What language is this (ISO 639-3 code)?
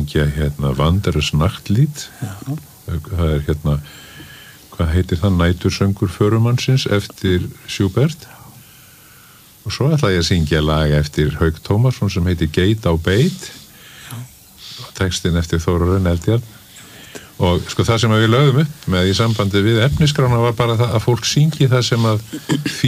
isl